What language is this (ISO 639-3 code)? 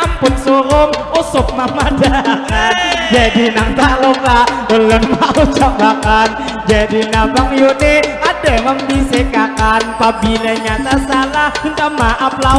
bjn